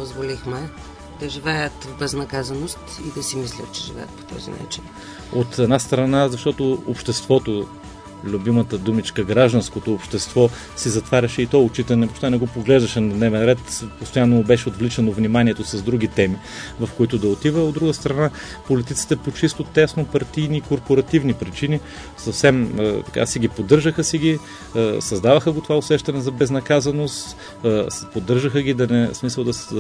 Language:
Bulgarian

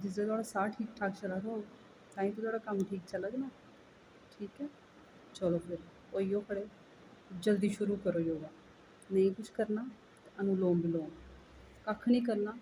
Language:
Dogri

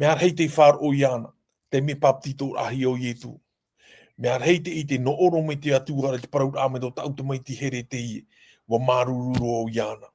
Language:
Tahitian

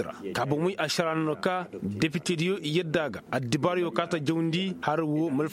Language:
Koyraboro Senni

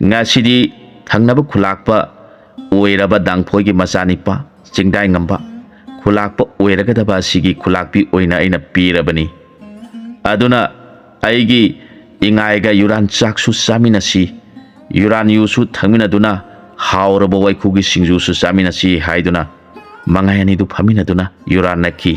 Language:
Manipuri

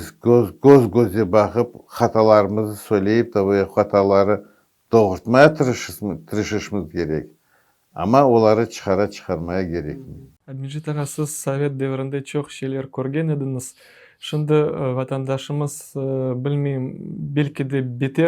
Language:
Crimean Tatar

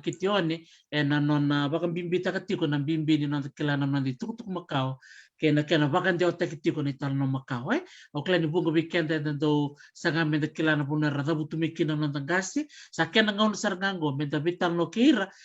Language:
Fijian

